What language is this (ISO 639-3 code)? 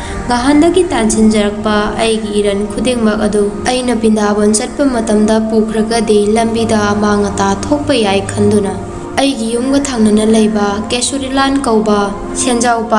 mni